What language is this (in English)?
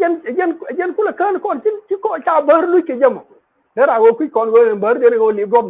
Nuer